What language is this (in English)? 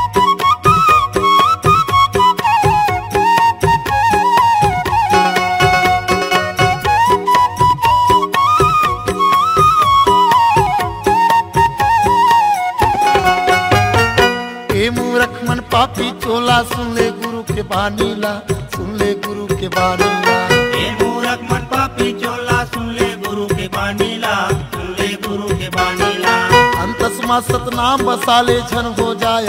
Chhattisgarhi